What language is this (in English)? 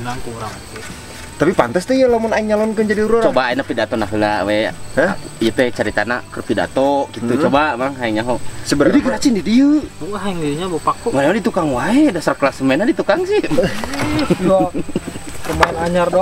Sundanese